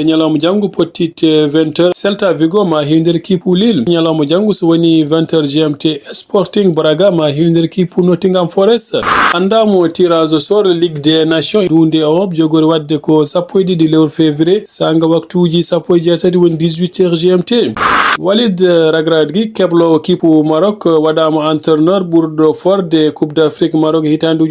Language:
Fula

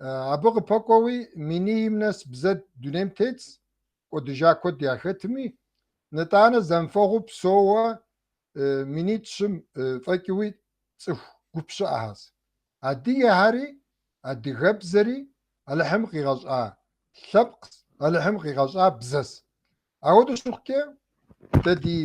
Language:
Kabardian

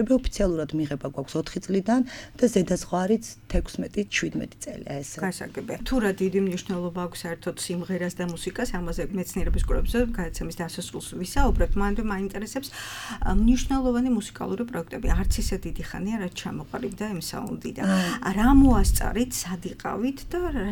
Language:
Georgian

